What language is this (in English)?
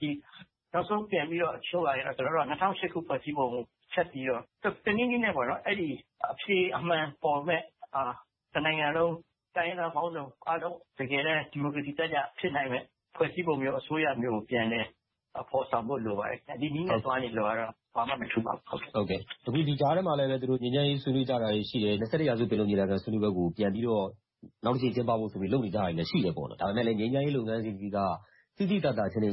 Burmese